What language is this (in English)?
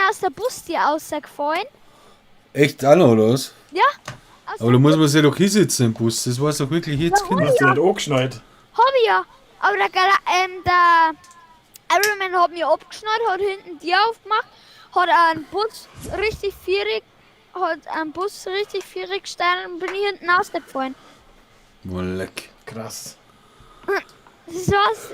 Bavarian